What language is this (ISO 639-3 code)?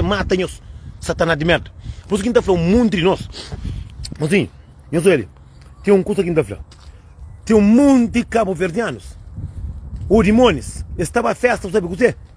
kea